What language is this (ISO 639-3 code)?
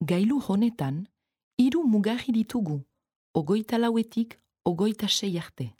eus